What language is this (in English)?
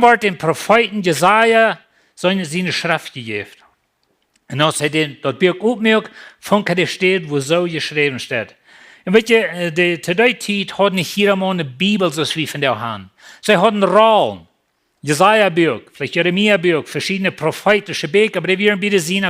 Plautdietsch